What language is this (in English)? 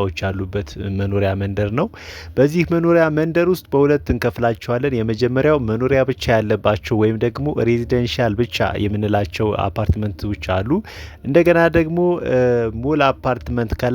Amharic